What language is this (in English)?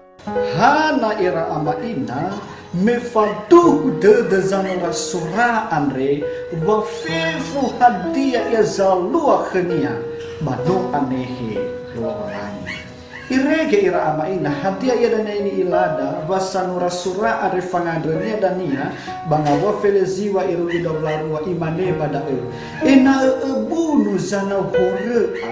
Nias